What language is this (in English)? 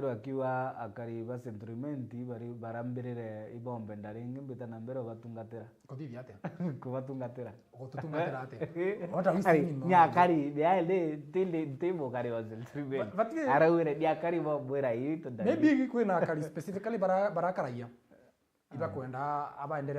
Meru